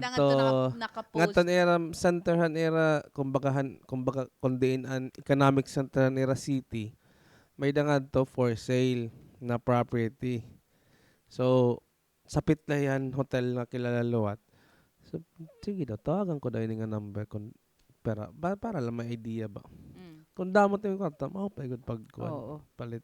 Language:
Waray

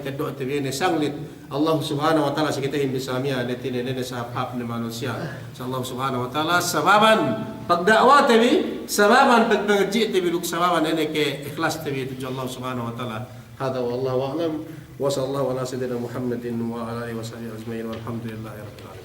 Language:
Yakan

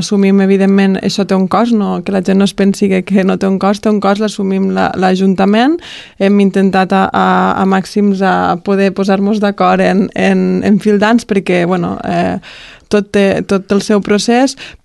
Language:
Catalan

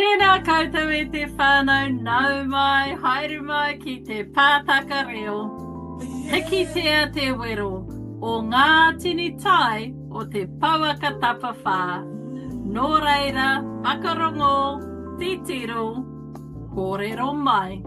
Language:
Māori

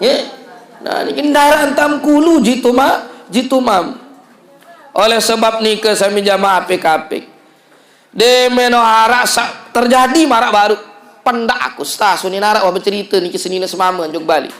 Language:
Sasak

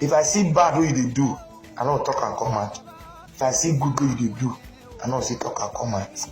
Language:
Nigerian Pidgin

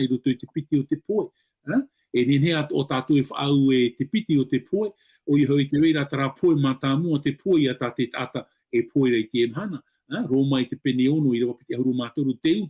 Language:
Tahitian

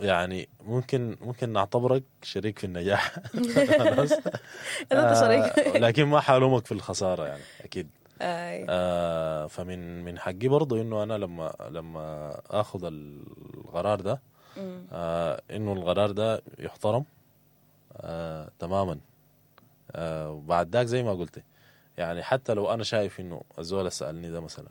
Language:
Sudanese Arabic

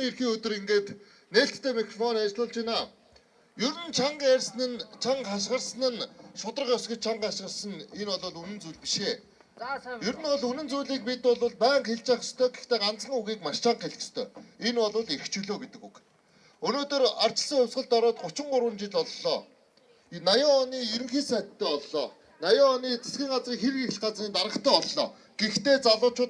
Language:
Mongolian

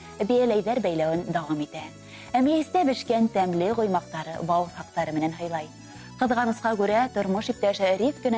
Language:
Bashkir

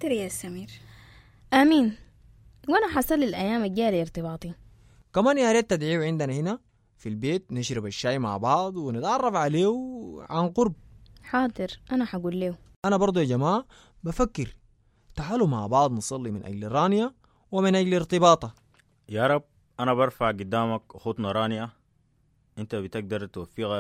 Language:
Sudanese Arabic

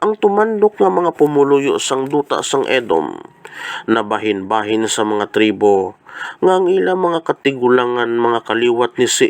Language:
Hiligaynon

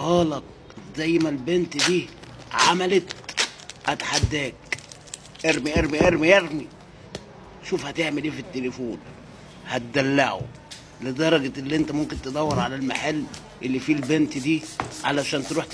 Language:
Egyptian Arabic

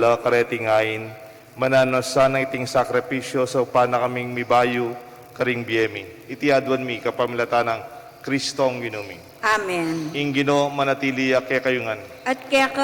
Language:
Pampanga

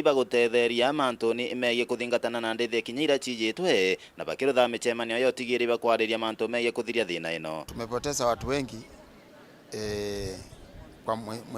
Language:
Meru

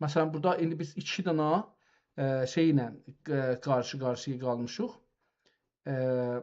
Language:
South Azerbaijani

